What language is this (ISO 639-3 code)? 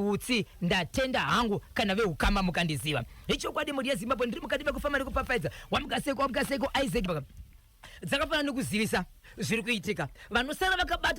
sna